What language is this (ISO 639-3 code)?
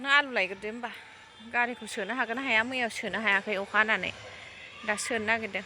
brx